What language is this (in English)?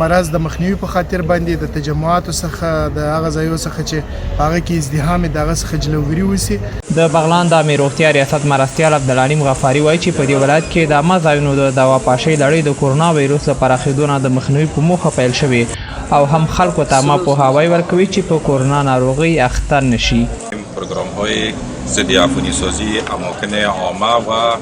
Pashto